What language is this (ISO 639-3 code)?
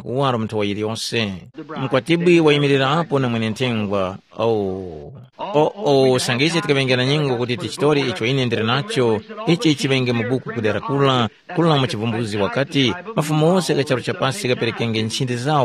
tum